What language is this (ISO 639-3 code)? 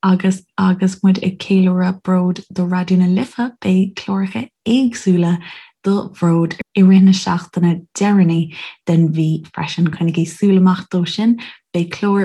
gle